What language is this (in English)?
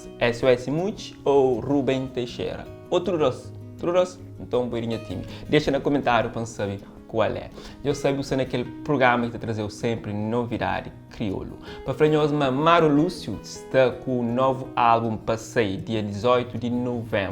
Kabuverdianu